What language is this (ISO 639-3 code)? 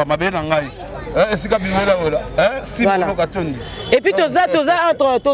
lin